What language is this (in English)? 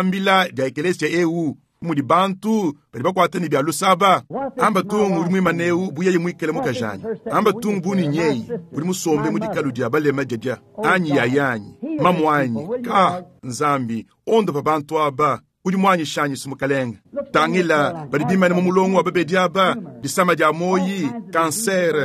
Luba-Lulua